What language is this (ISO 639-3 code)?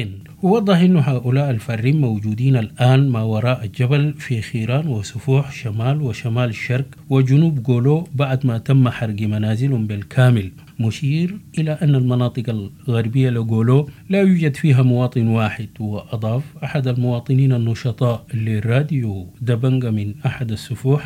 apd